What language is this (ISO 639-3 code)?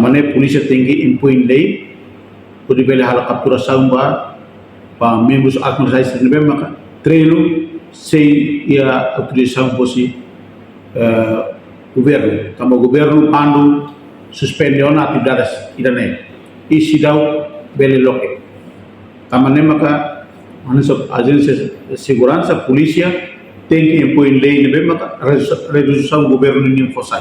tet